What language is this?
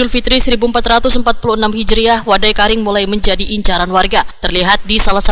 Banjar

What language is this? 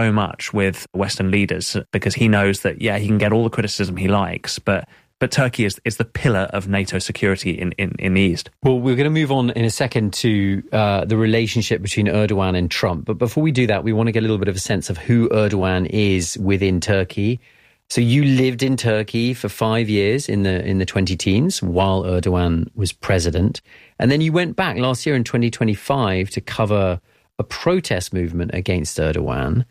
English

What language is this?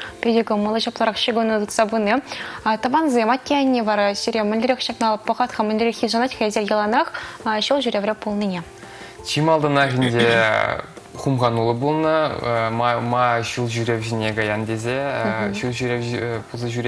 Chuvash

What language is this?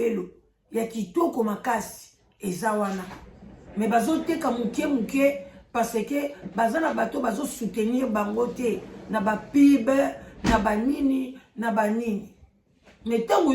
Lingala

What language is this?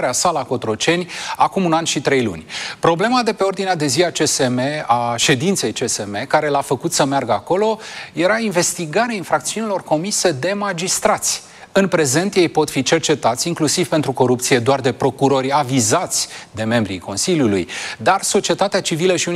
Romanian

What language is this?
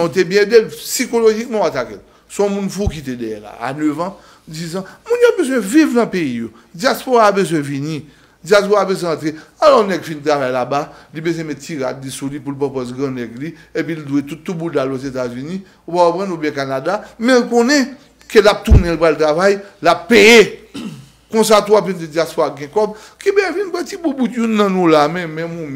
Haitian Creole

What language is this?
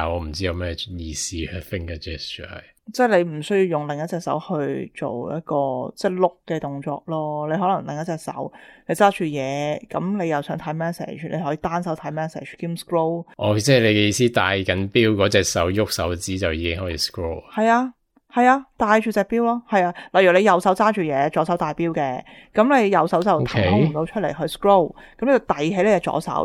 Cantonese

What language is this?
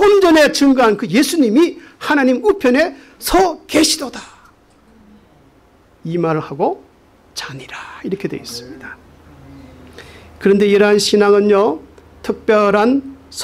Korean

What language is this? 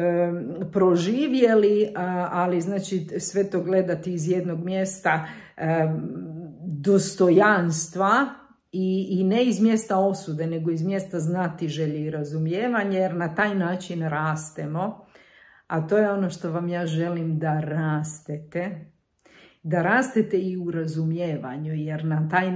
Croatian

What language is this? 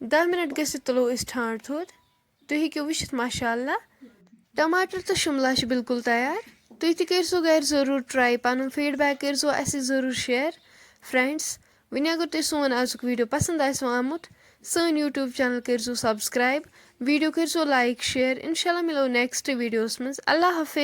Kashmiri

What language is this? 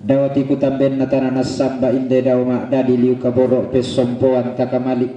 Toraja-Sa'dan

